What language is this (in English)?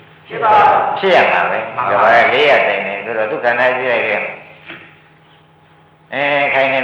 Burmese